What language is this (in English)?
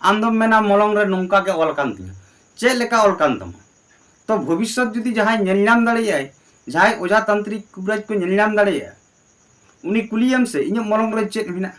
Santali